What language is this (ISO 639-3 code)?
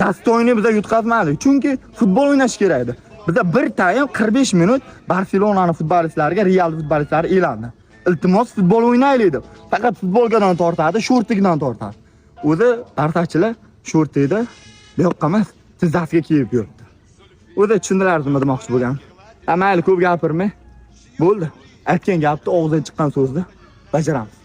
uzb